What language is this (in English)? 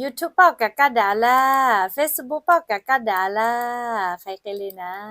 Lahu